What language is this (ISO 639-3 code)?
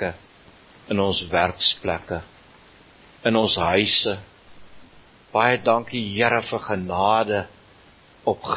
afr